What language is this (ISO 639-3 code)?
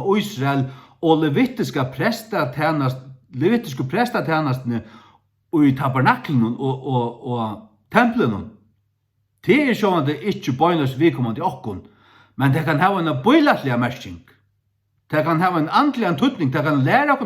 fao